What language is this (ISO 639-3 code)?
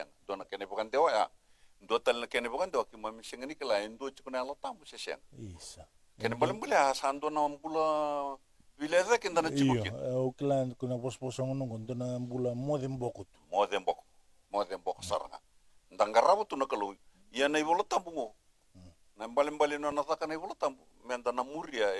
fij